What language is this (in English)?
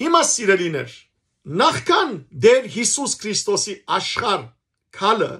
Western Armenian